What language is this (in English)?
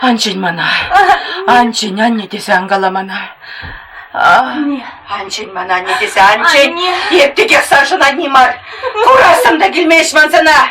Chuvash